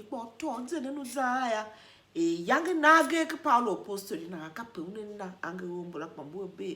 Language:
Tiv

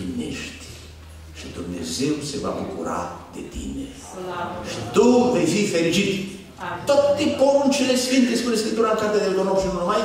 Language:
Romanian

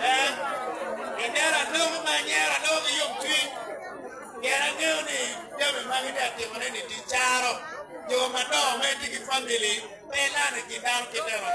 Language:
Acoli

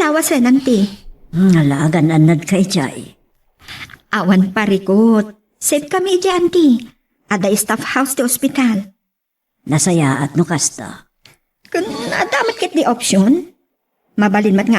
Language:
Iloko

